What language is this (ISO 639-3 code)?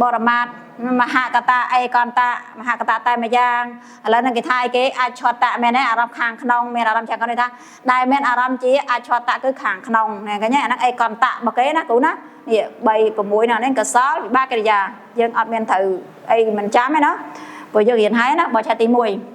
khm